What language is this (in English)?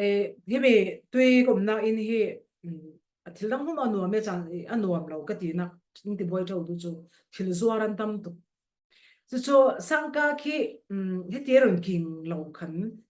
Falam Chin